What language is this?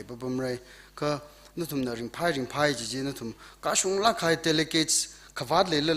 Tangkhul Naga (India)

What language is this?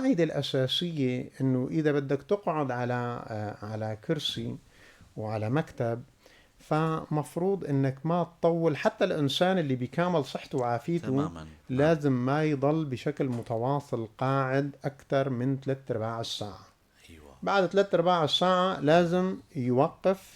North Levantine Arabic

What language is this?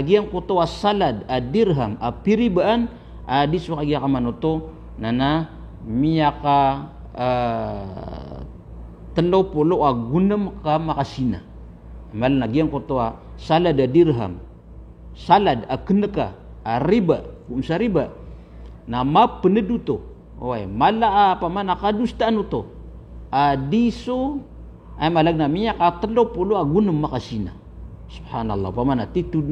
Maranao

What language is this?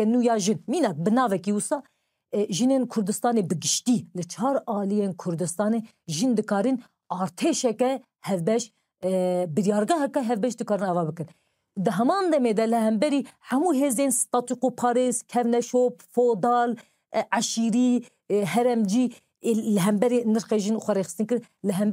Kurdish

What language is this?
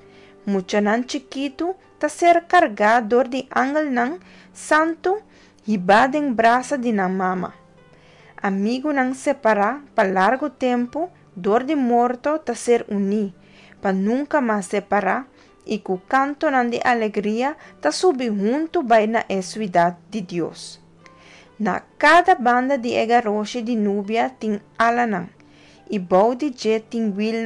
Papiamento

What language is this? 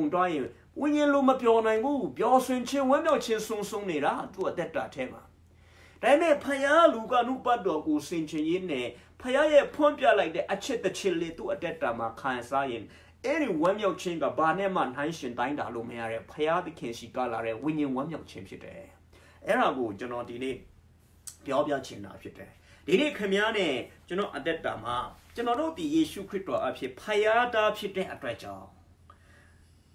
Burmese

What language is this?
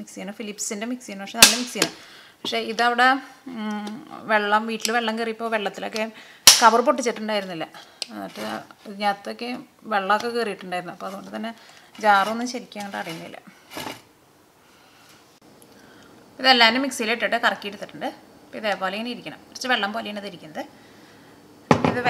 Malayalam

